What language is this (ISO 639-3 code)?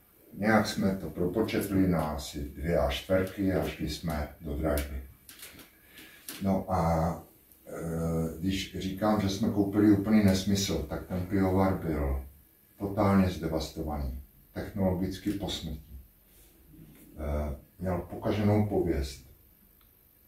ces